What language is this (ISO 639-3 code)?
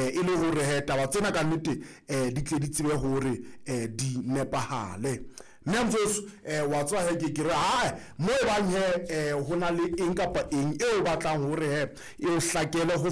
sot